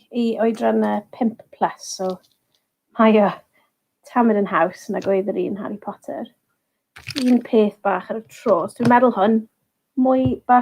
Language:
Welsh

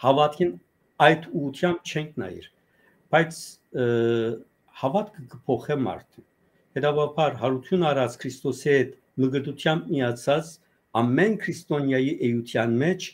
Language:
Western Armenian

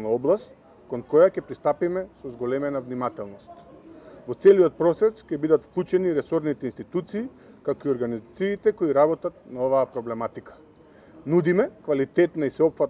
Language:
Macedonian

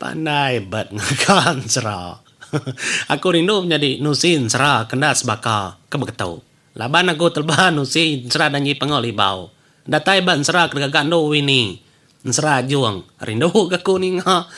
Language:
Iban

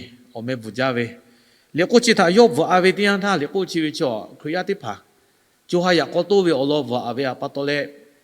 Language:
Lahu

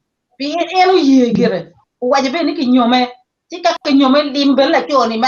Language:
Acoli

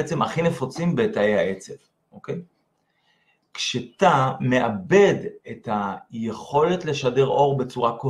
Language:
Hebrew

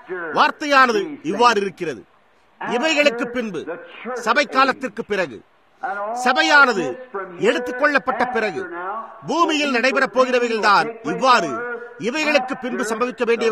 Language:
Tamil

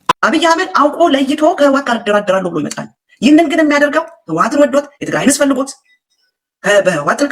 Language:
Amharic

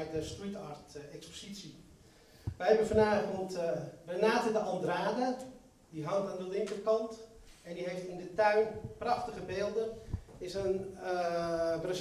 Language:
Dutch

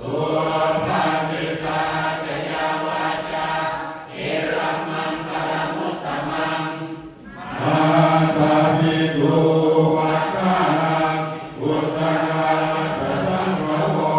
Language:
Pali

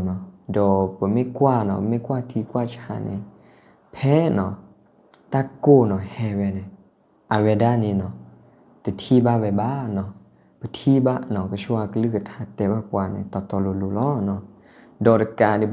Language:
S'gaw Karen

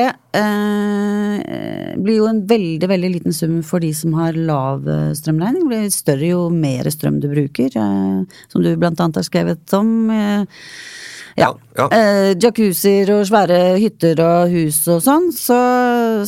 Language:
Norwegian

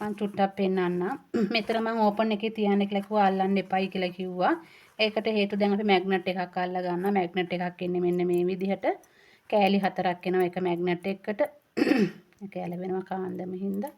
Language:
Sinhala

